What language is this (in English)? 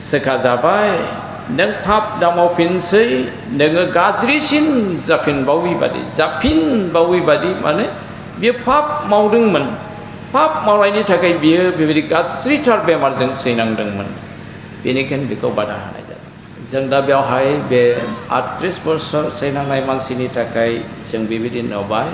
Bodo